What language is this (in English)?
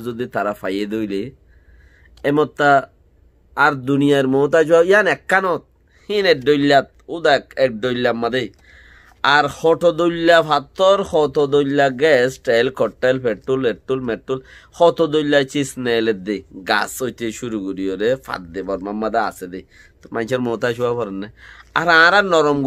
Rohingya